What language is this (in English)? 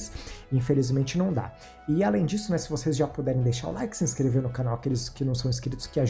Portuguese